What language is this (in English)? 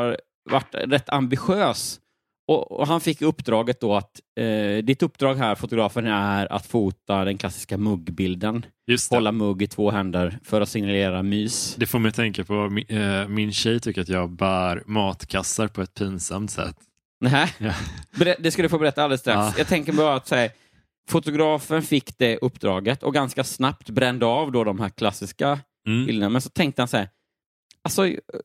Swedish